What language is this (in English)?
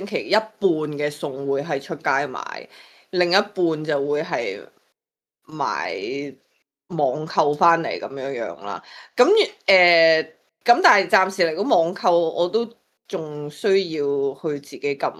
Cantonese